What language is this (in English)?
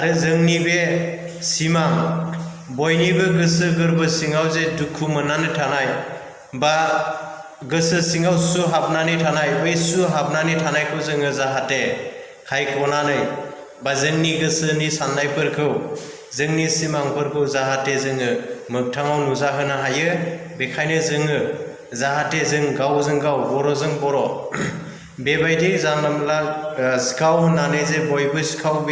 Bodo